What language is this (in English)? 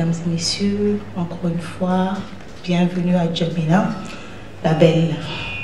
French